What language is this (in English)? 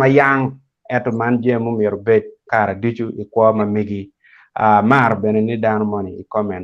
Acoli